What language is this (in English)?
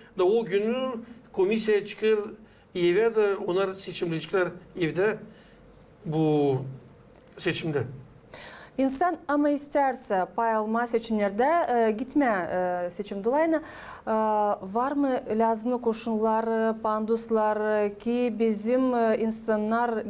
Gagauz